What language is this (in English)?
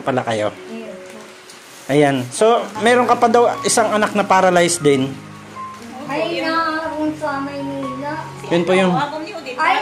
Filipino